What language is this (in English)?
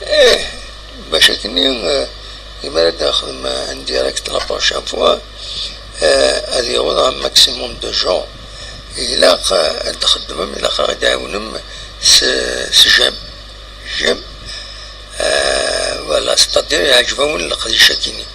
Kabyle